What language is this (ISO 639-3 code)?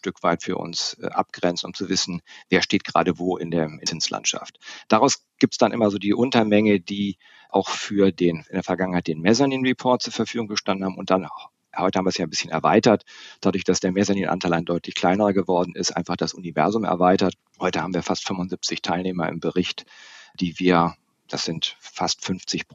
deu